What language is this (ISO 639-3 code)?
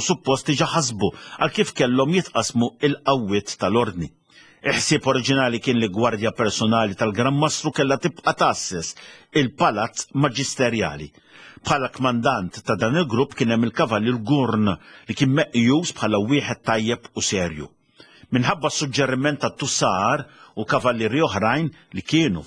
mlt